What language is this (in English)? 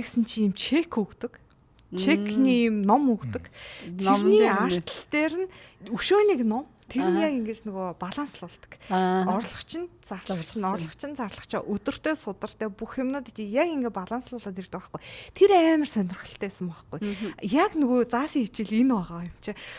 Mongolian